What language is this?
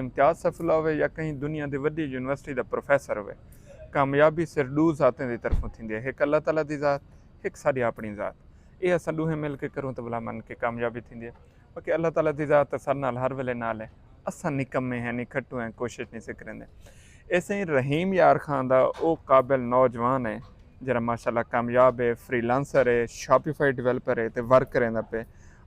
Saraiki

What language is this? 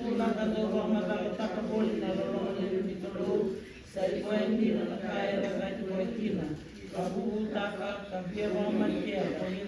Fijian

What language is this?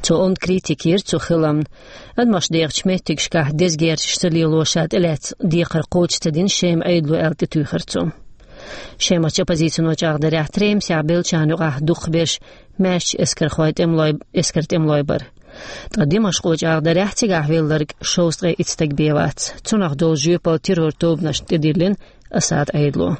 Chechen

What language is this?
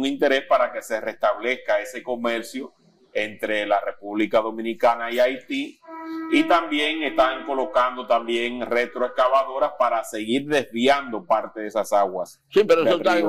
Spanish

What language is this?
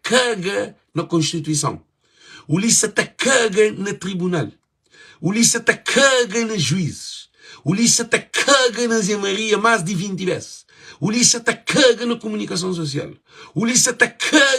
Kabuverdianu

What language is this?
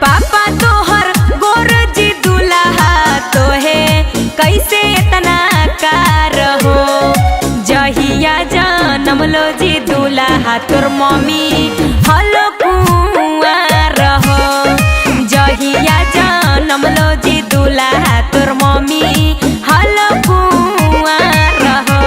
Magahi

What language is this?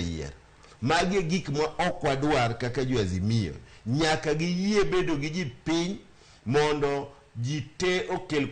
Luo (Kenya and Tanzania)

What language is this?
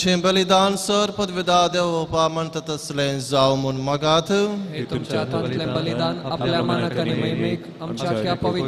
Konkani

